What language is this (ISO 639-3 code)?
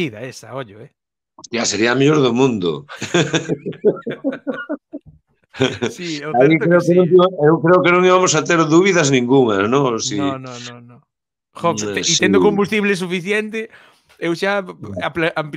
glg